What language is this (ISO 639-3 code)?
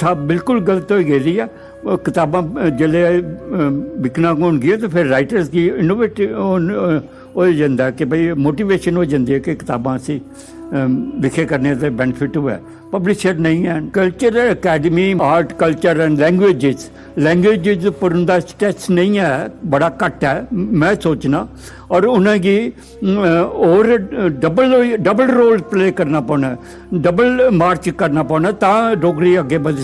doi